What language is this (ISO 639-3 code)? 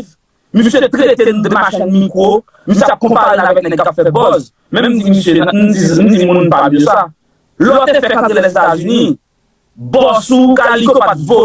hat